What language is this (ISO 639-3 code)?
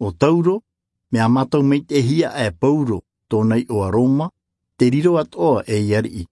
tah